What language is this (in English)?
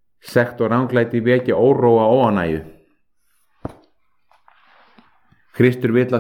Icelandic